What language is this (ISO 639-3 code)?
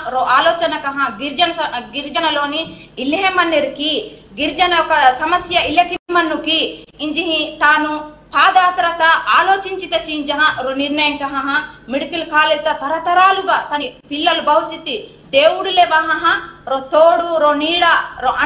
tel